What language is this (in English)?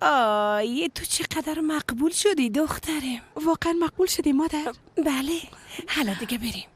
Persian